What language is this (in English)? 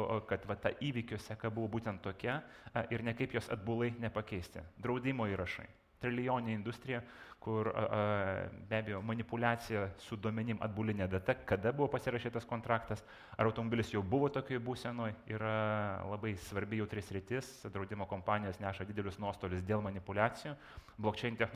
Lithuanian